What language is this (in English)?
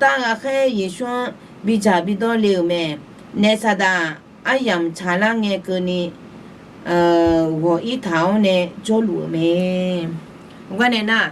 Akha